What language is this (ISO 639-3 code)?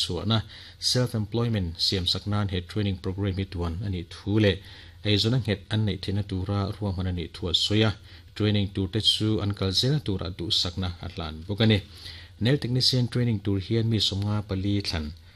lus